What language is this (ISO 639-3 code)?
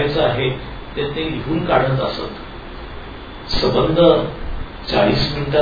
mar